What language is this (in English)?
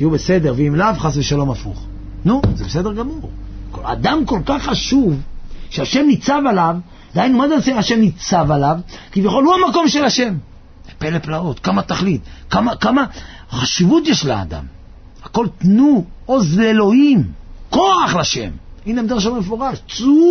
Hebrew